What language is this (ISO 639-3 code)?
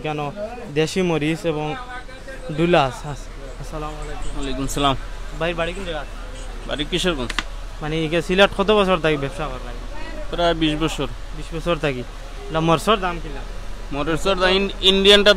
syl